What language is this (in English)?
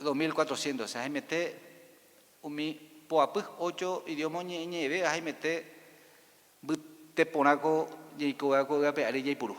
Guarani